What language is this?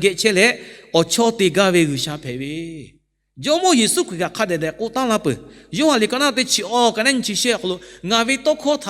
Lahu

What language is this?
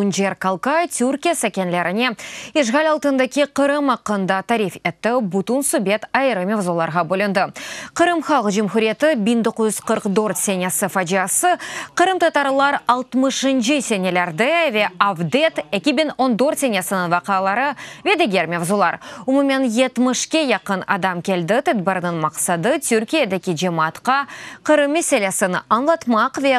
Crimean Tatar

